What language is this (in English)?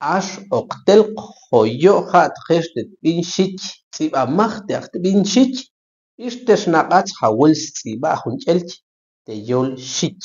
Tektiteko